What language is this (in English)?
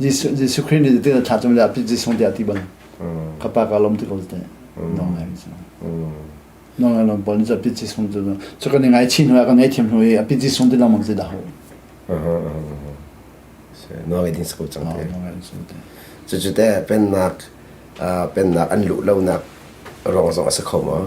Hakha Chin